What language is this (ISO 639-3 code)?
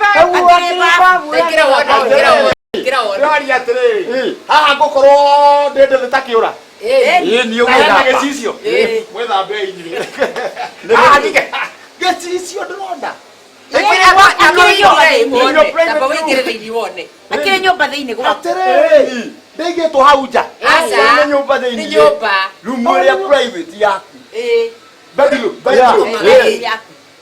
kik